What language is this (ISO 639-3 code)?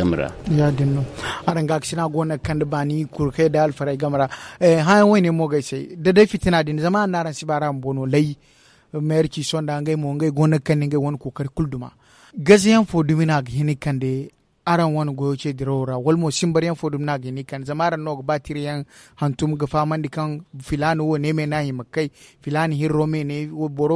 dje